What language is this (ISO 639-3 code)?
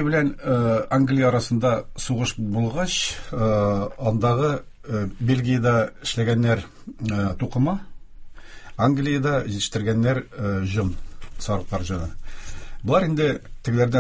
tat